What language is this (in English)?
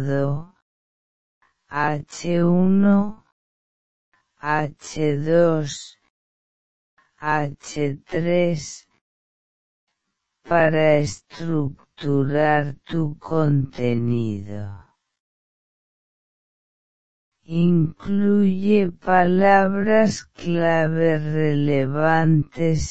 Spanish